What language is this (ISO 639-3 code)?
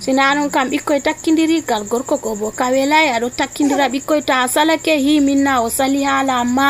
fuv